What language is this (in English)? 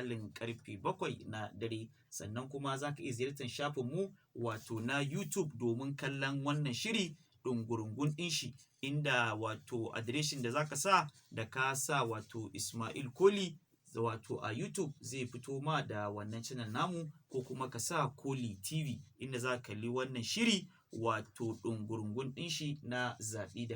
Hausa